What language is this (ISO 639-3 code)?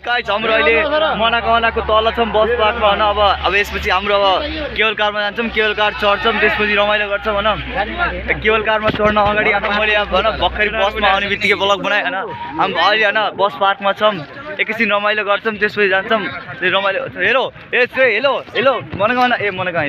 nep